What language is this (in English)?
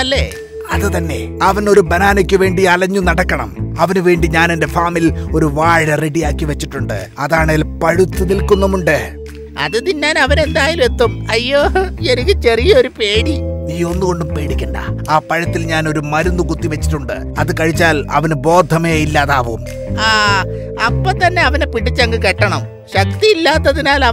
Malayalam